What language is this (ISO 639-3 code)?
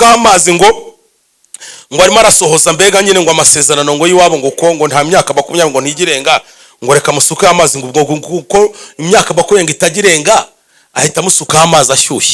kin